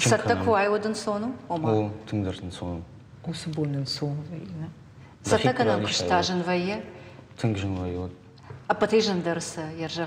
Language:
Ossetic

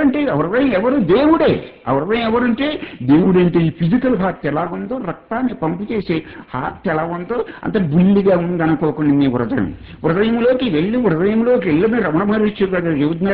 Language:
Telugu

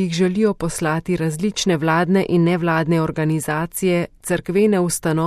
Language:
Slovenian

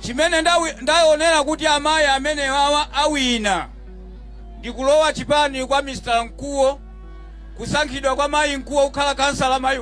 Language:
Nyanja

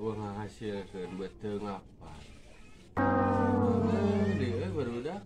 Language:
Sundanese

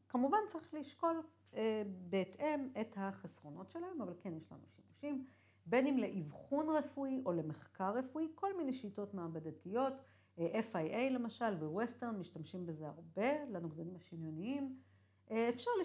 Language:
Hebrew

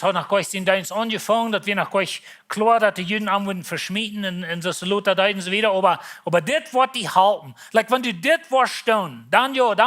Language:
Plautdietsch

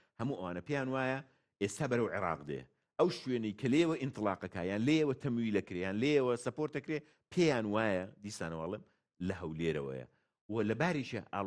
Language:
Central Kurdish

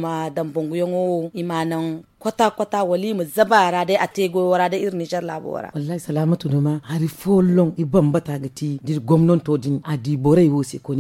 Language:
Zarma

